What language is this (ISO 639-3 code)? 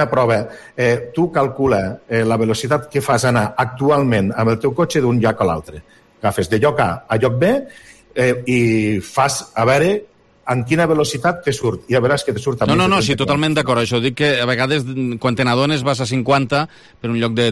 cat